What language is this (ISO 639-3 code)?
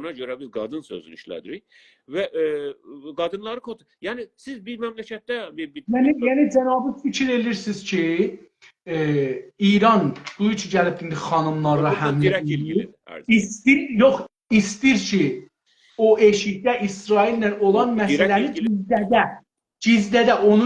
azb